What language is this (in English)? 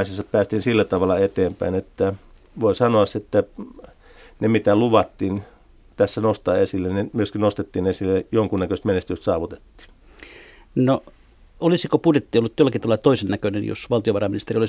Finnish